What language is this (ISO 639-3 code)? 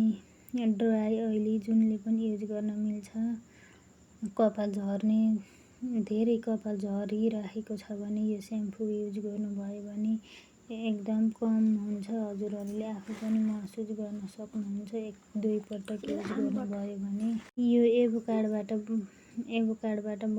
nep